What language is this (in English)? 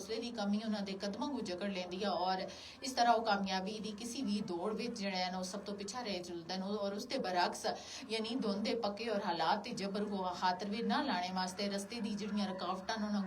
Gujari